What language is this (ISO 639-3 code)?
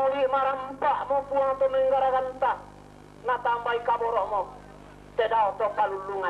sda